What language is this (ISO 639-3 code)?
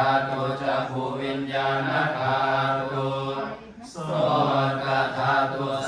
pli